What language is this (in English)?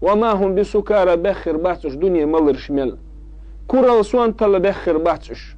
Chechen